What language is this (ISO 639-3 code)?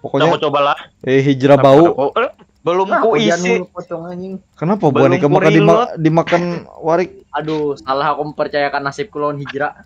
bjn